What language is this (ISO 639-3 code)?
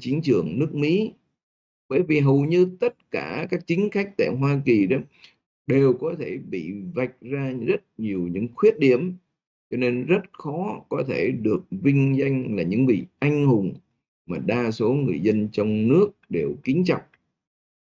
vie